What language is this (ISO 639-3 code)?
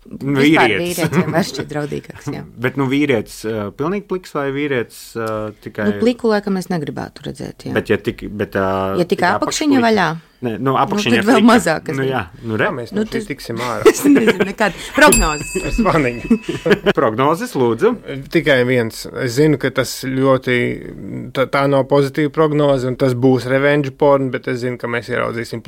lav